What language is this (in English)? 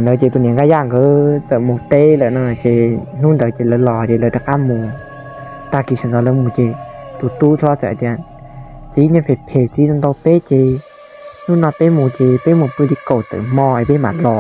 Hmong